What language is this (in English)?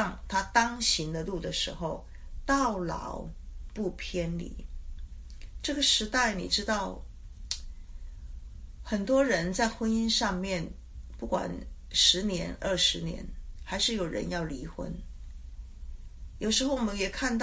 Chinese